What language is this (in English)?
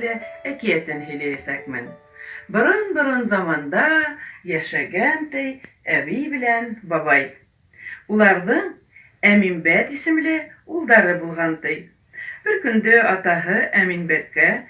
Bashkir